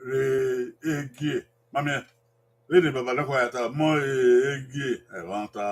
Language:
Bini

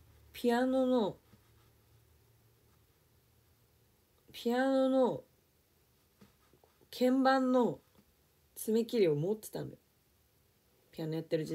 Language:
Japanese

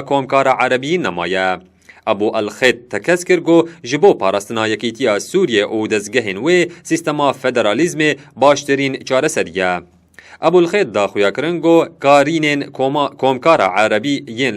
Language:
Kurdish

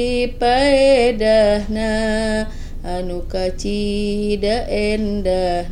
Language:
Sundanese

